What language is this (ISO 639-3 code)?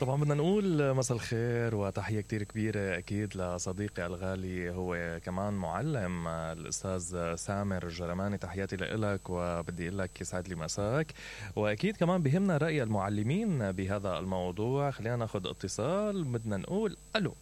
acm